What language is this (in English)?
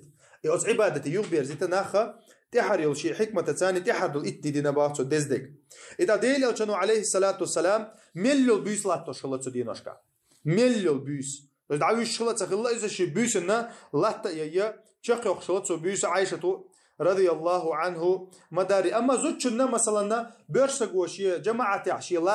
Chechen